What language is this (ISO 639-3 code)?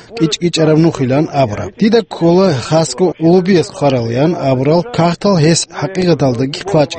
ava